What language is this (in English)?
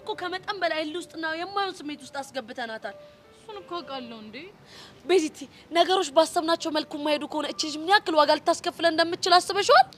Amharic